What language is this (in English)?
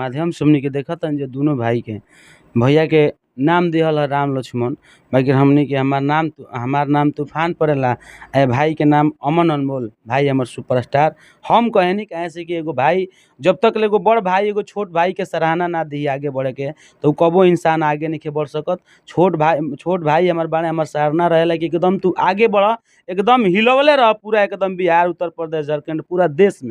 Bhojpuri